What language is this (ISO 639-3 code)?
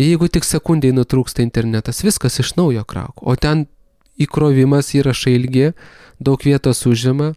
lit